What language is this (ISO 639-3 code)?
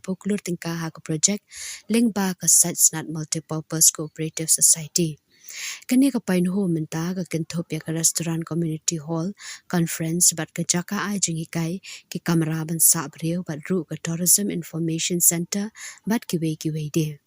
kha